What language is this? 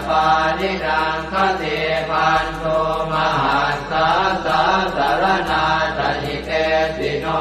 Pali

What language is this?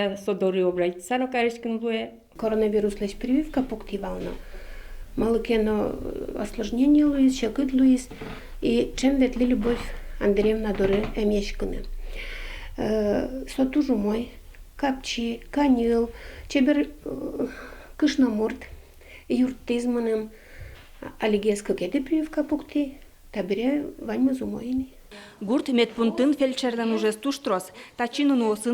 Udmurt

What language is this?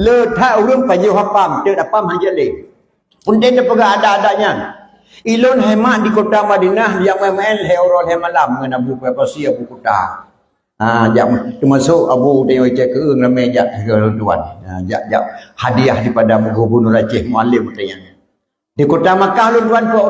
Achinese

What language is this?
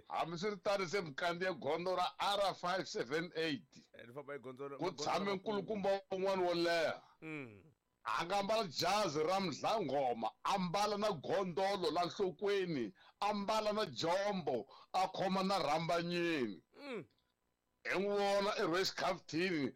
Tsonga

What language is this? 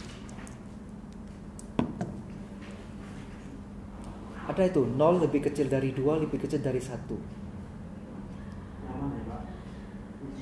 Indonesian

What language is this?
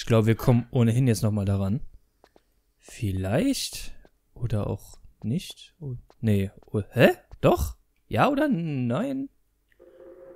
German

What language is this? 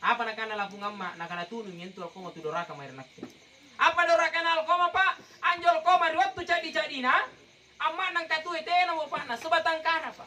Makasar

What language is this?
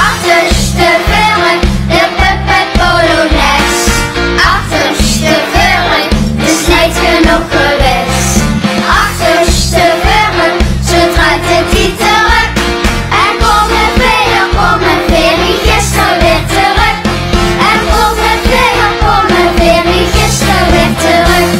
Limburgish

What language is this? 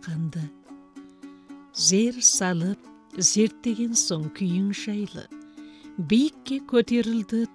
Kazakh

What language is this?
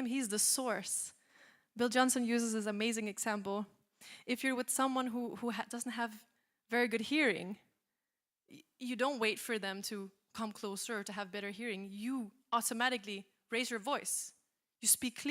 English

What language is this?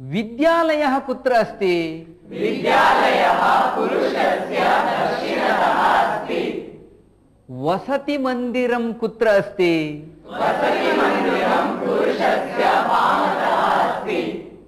Sanskrit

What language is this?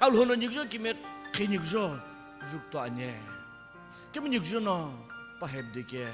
Sumi Naga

